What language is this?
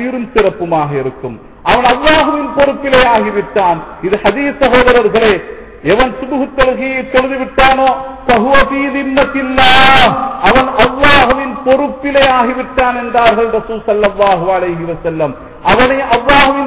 Tamil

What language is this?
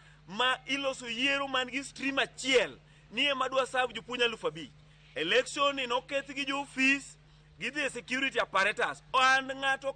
Luo (Kenya and Tanzania)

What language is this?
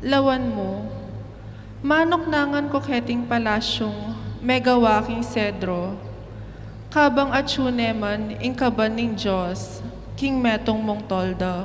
Pampanga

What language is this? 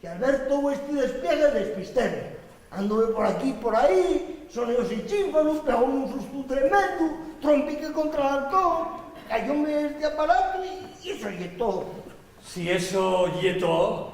Asturian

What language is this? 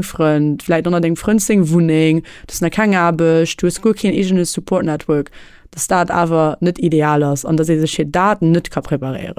Luxembourgish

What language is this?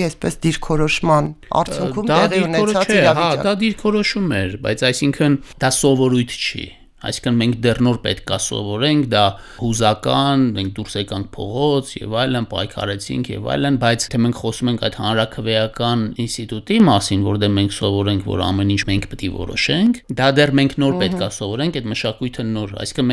Armenian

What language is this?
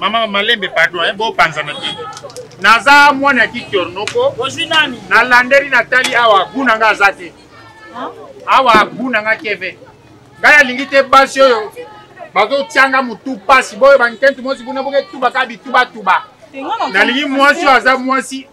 Lingala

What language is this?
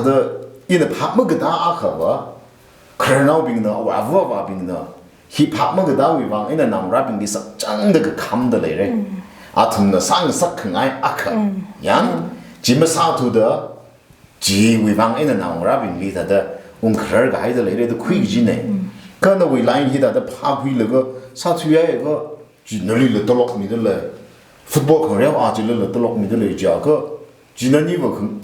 Tangkhul Naga (India)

